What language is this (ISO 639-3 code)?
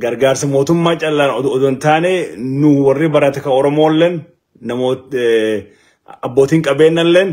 orm